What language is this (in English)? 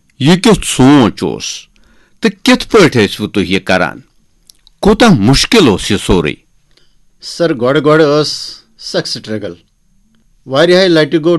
Kashmiri